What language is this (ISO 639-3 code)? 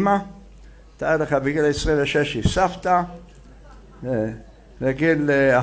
heb